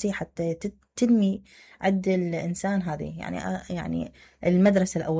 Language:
Mesopotamian Arabic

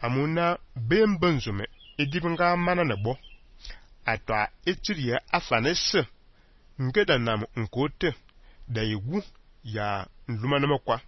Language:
Fang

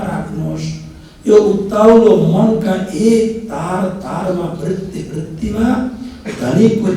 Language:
Nepali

